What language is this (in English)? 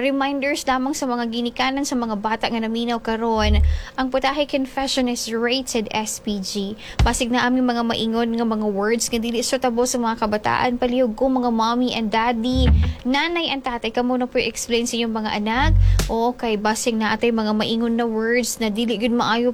Cebuano